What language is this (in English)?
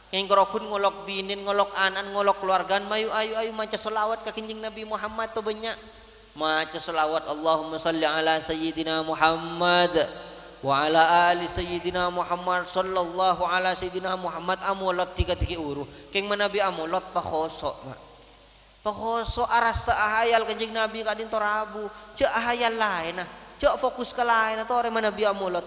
Madurese